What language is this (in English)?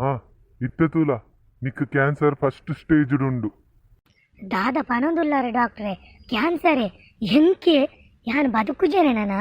Tulu